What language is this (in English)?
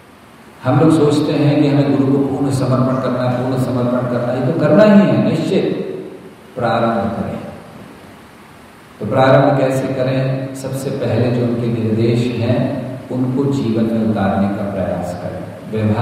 Hindi